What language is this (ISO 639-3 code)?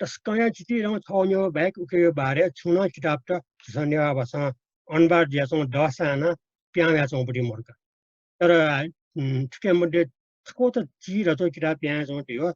new